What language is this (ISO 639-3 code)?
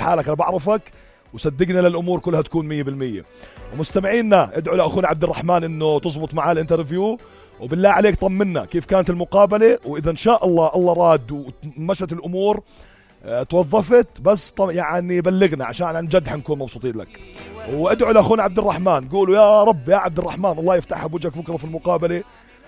apc